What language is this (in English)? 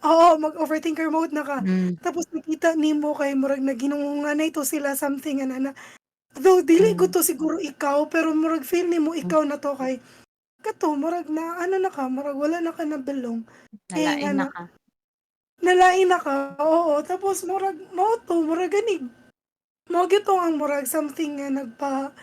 Cebuano